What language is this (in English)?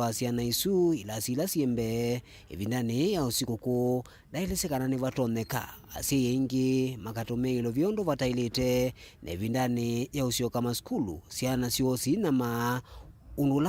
Kamba